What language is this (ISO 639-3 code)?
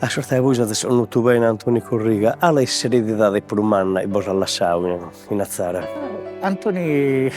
srd